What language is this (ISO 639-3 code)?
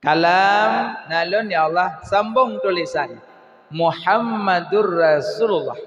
ace